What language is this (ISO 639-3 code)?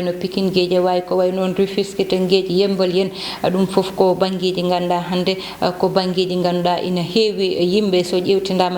ful